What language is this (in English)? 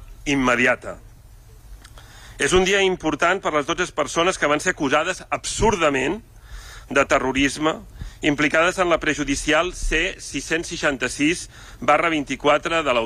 Catalan